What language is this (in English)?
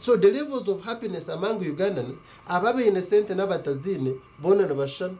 Nyankole